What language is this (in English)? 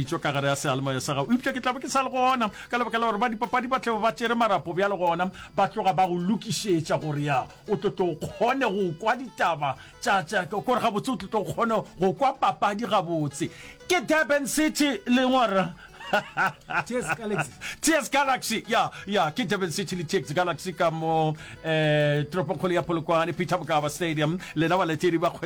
Northern Sotho